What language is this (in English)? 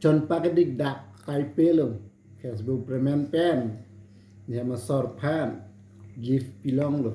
Karbi